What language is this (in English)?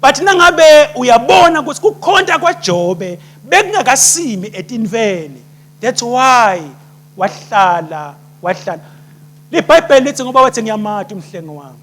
Swati